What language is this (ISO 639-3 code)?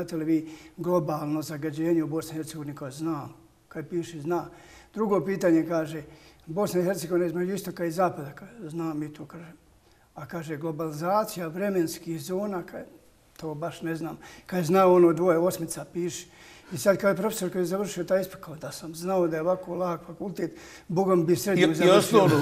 bos